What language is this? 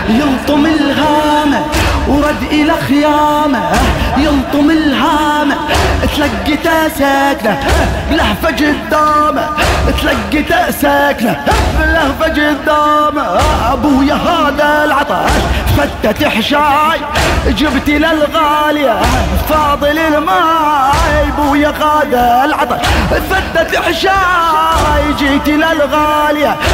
Arabic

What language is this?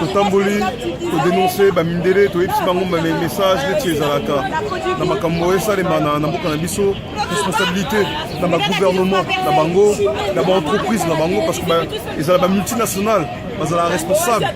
Lingala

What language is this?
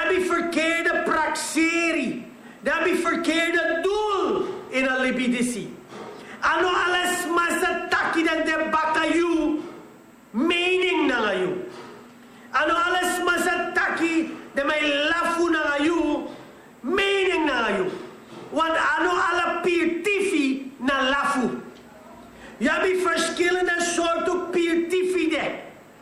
Sranan Tongo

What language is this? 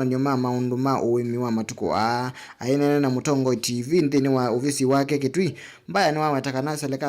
Kamba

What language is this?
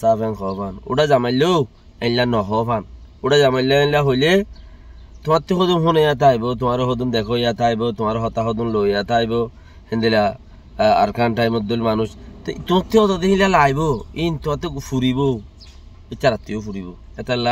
Rohingya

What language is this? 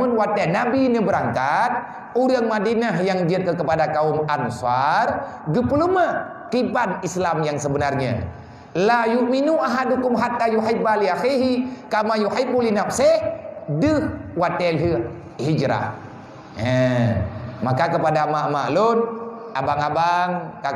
Achinese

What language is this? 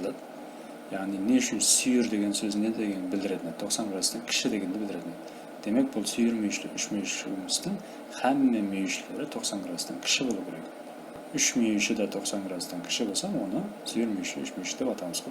Kara-Kalpak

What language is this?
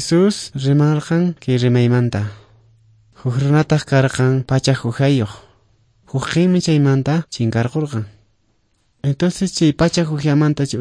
Quechua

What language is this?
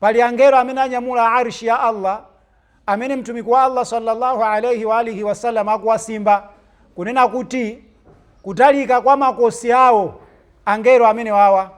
Nyanja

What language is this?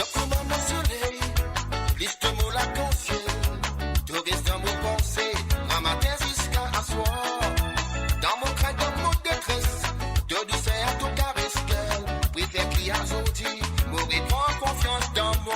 Morisyen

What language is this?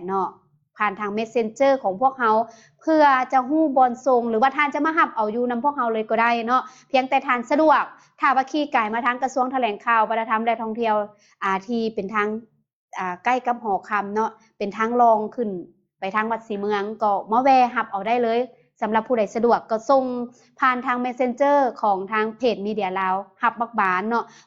Lao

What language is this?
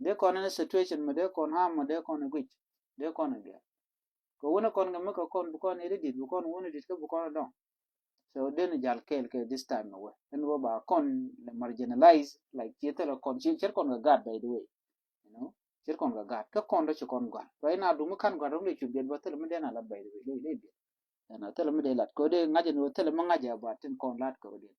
Nuer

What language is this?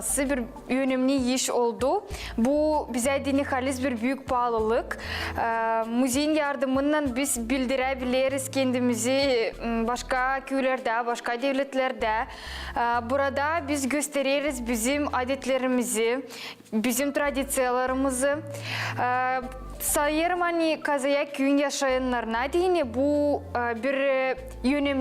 Gagauz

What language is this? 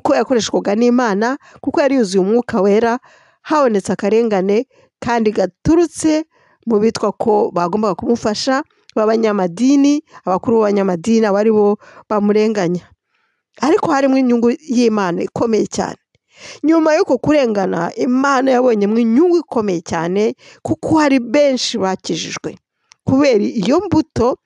Kinyarwanda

